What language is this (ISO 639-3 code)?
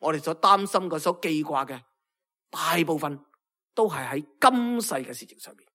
yue